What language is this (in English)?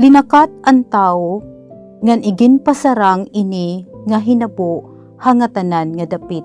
Waray